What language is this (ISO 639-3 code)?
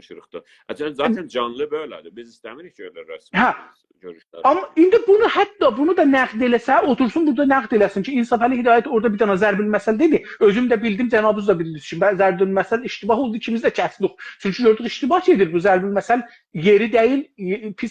azb